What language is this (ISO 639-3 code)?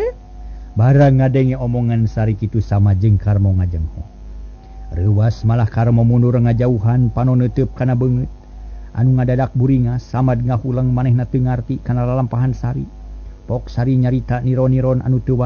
sun